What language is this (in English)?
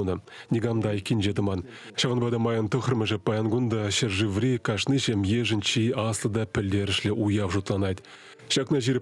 Chuvash